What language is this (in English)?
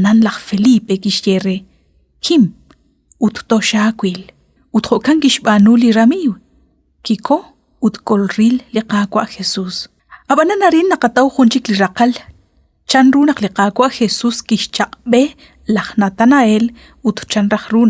Kekchí